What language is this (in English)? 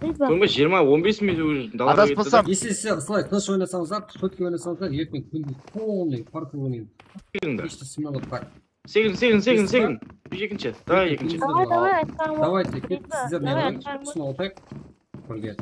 Kara-Kalpak